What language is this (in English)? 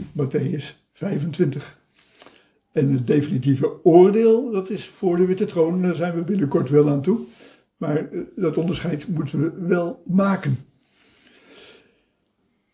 Dutch